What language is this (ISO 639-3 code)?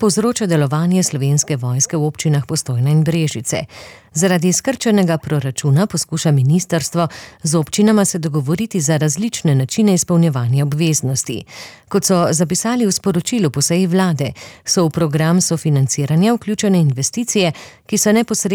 slv